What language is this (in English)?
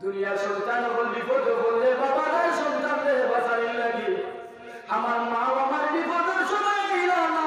Sylheti